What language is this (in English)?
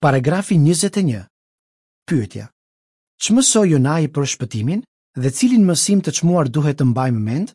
Albanian